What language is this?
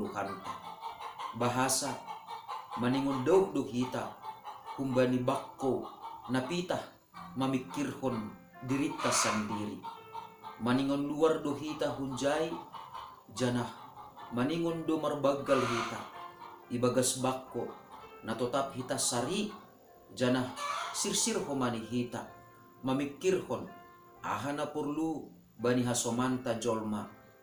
Batak Simalungun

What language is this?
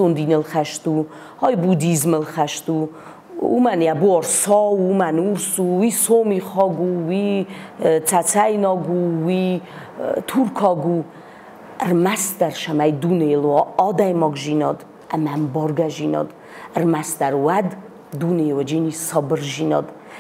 Ossetic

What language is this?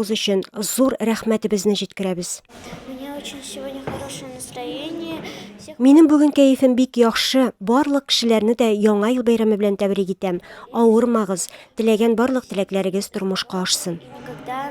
Tatar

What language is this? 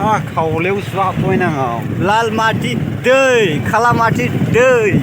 Bodo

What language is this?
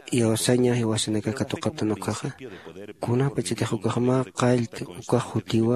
Aymara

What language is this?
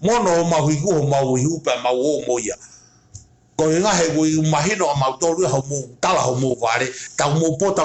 Tongan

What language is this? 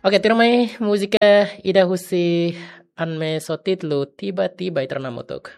Tetum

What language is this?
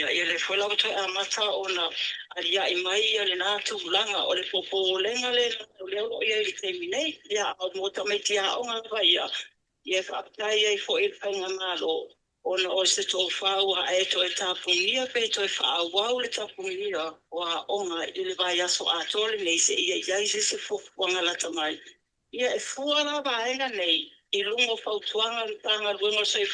Samoan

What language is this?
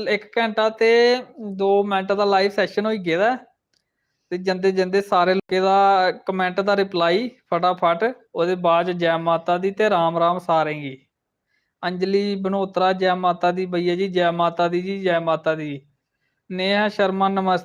Dogri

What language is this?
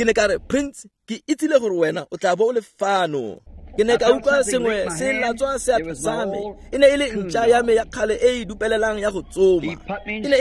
Tswana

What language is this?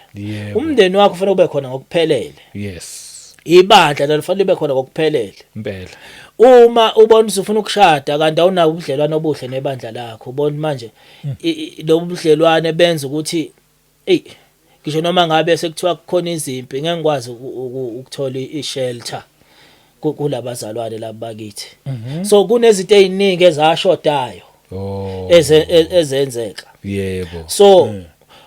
Zulu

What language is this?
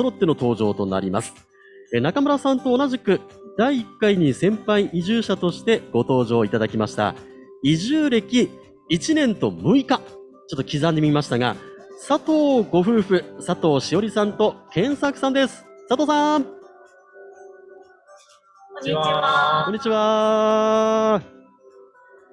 Japanese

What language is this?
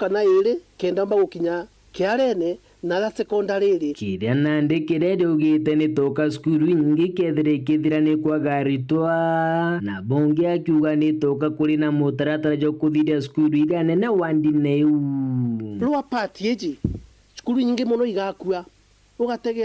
Meru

